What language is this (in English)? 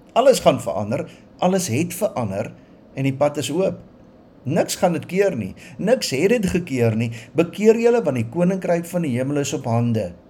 Afrikaans